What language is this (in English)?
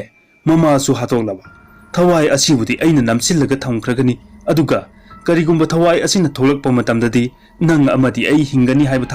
Manipuri